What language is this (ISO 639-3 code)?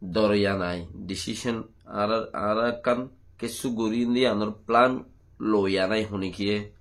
rhg